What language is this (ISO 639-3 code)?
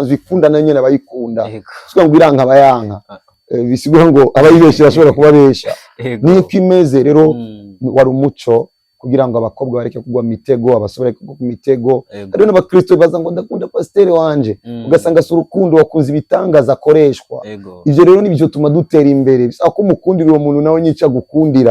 run